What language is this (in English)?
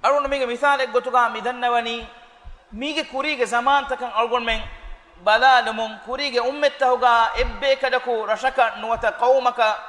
Divehi